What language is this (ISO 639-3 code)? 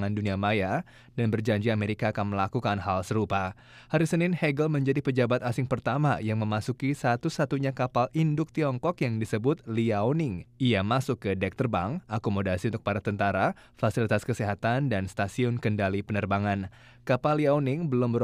ind